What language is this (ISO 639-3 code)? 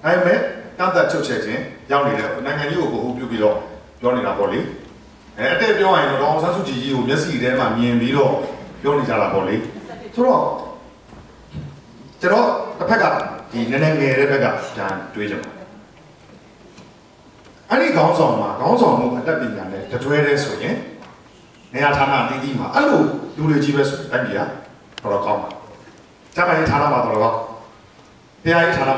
mya